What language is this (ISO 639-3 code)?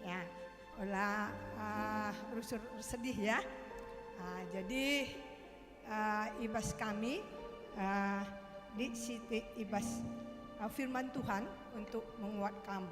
btx